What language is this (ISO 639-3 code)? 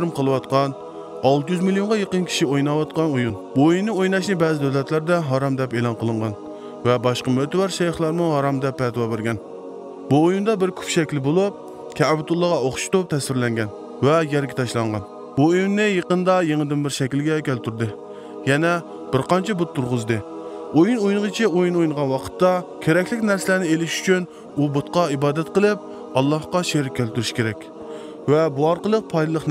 uig